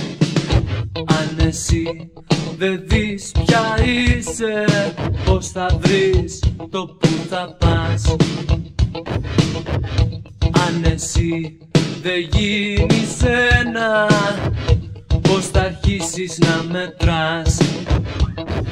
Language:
Greek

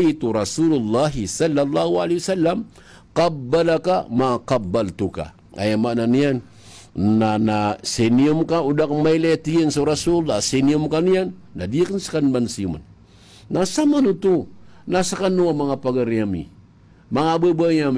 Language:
Maranao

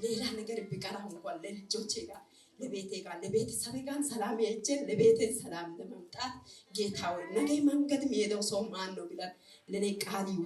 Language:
Amharic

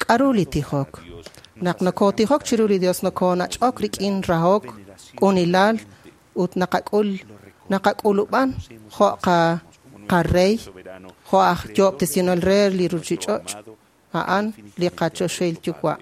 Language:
Kekchí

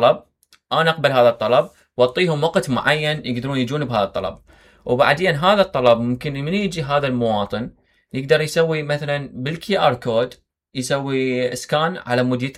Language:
Mesopotamian Arabic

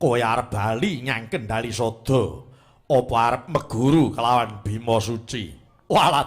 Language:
Javanese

